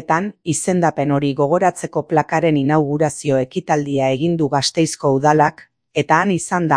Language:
Basque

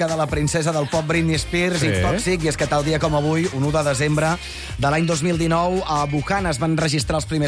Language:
Catalan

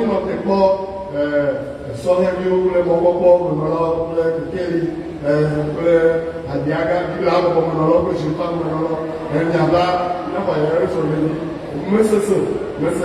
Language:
Ewe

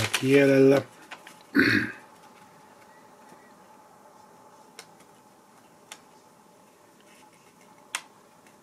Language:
Finnish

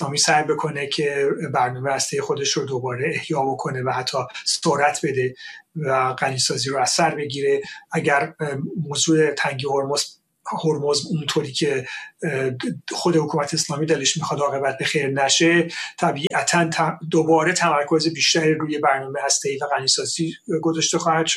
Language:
Persian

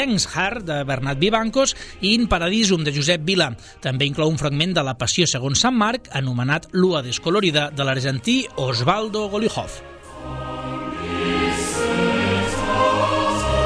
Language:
Catalan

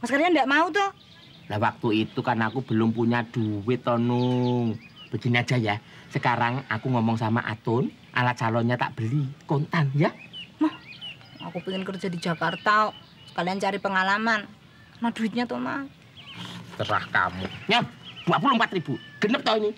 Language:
Betawi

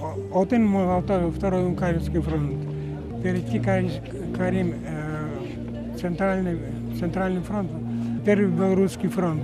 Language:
Udmurt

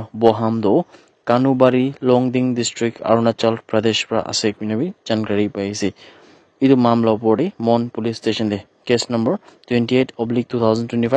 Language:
Naga Pidgin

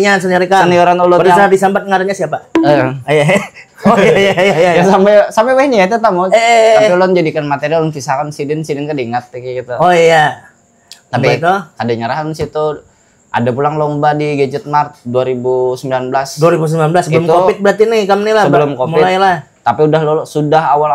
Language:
Banjar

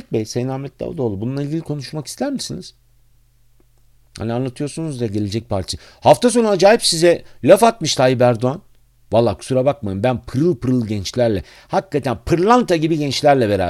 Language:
Turkish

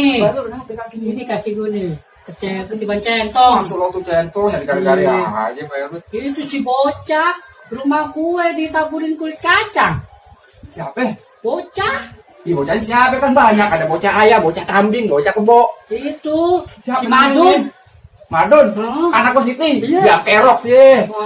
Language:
Betawi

